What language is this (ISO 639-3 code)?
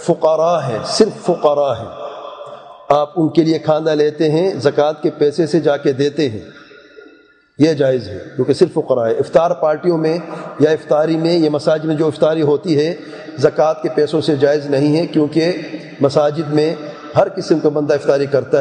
urd